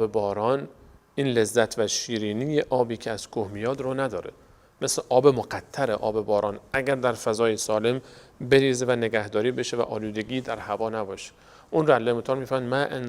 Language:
Persian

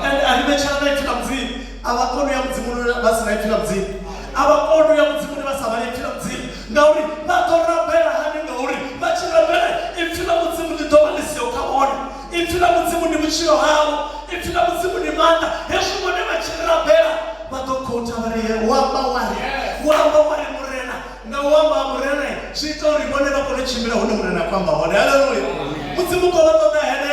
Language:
Venda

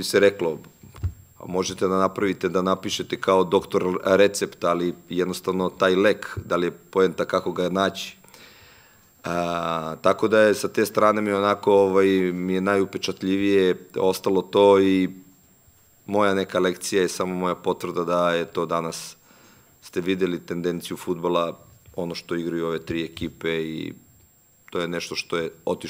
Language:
Serbian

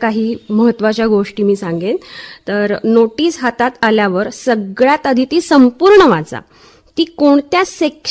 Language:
Marathi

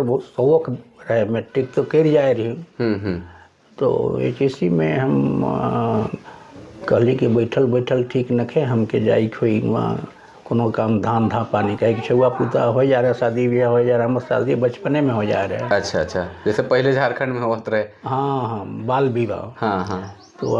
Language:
Sadri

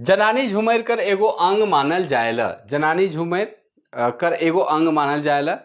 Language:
Sadri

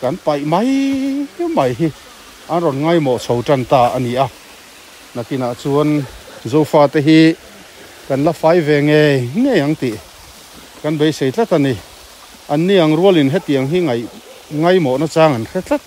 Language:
Mizo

